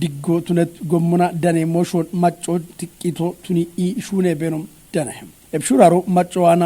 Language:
Kafa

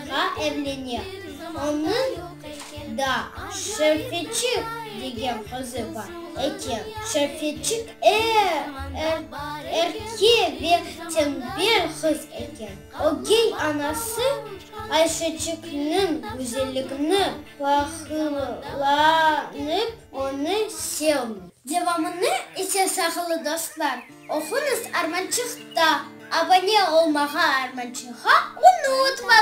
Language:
Crimean Tatar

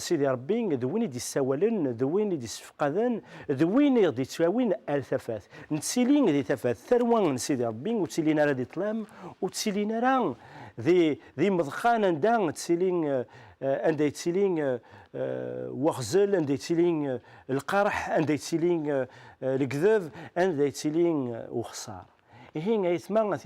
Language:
Kabyle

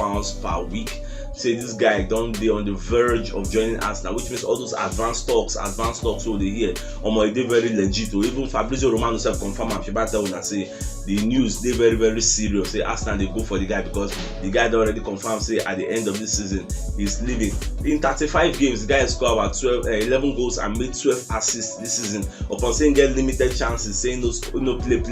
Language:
Nigerian Pidgin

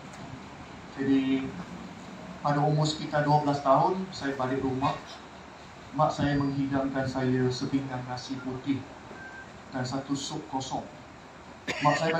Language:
Malay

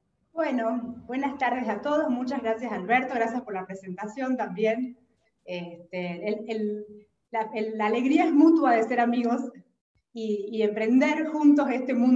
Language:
Spanish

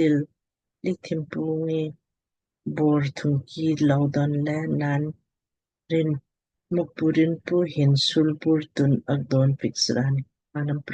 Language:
Lamkang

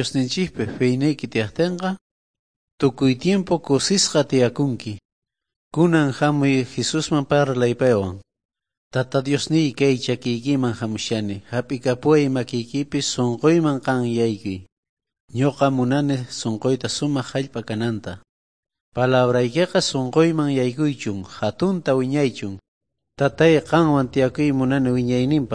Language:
South Bolivian Quechua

